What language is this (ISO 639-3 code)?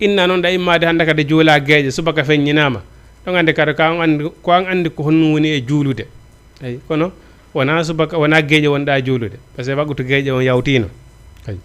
ful